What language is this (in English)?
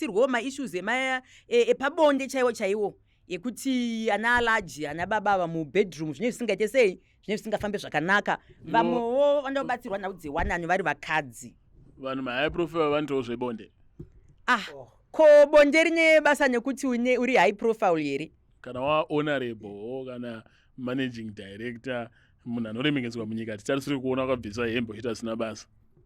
Shona